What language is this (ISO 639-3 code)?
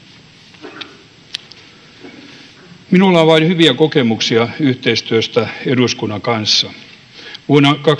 fin